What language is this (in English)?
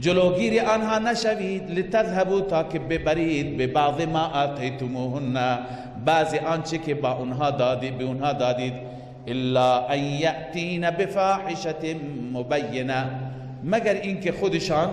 Persian